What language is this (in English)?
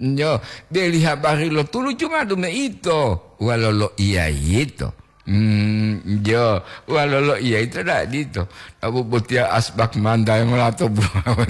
Gorontalo